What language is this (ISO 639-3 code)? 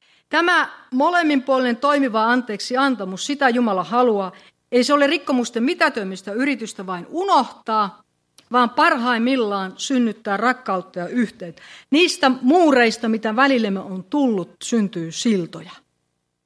fin